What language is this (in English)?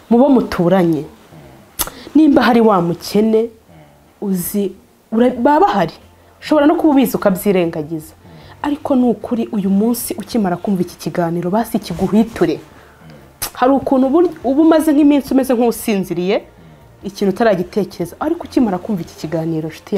Kinyarwanda